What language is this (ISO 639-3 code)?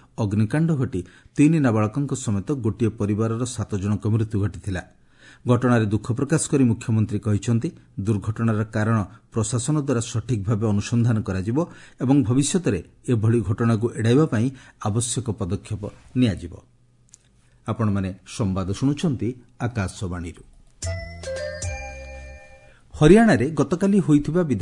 ori